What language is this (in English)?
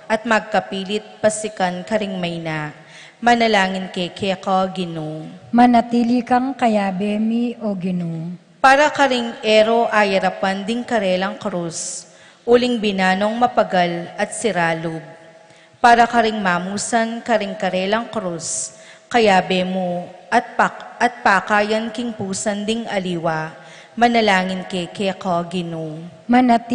Pampanga